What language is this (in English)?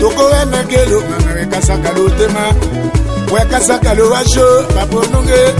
Tetela